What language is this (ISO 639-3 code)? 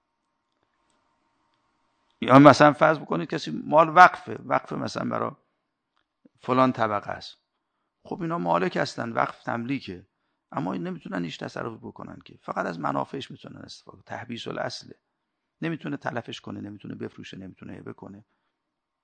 fas